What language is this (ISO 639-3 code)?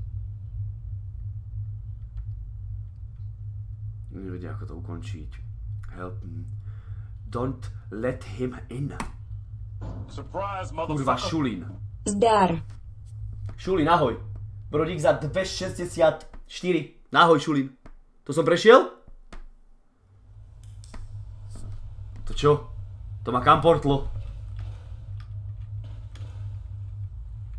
slk